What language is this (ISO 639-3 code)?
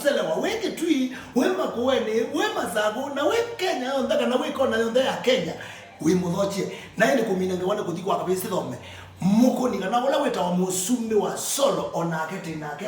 kam